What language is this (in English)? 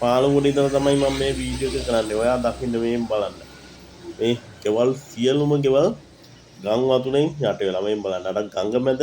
Sinhala